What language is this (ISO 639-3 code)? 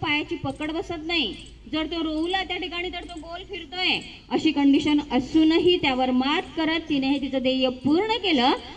mar